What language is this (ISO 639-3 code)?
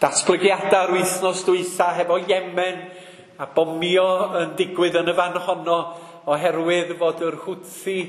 cym